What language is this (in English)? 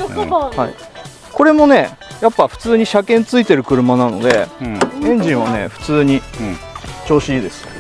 Japanese